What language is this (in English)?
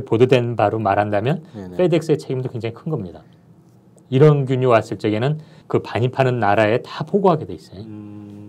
Korean